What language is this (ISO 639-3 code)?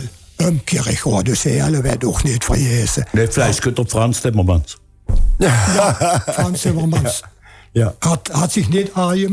lim